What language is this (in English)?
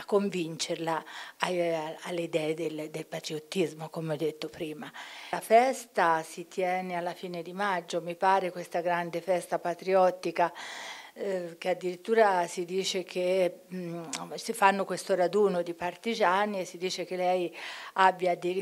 Italian